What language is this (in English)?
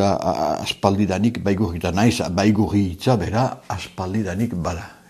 Basque